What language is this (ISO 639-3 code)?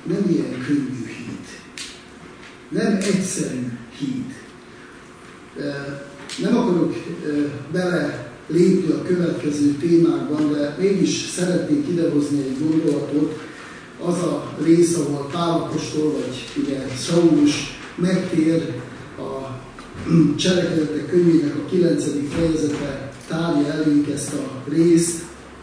hun